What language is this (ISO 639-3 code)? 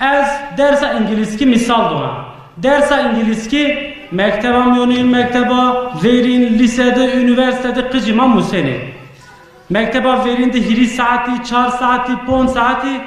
zza